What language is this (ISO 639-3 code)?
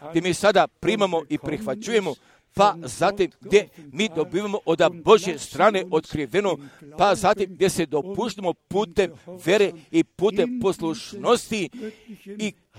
hrv